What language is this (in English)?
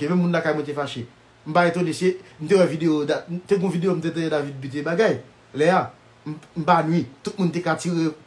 Haitian Creole